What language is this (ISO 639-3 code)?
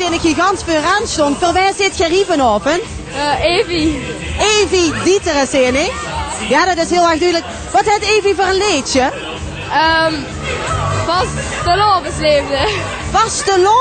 lim